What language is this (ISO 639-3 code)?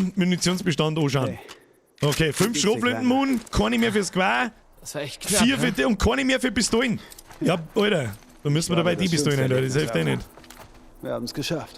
bar